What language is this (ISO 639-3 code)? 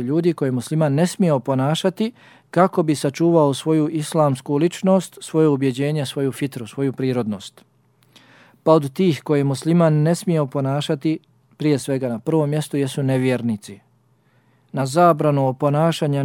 bos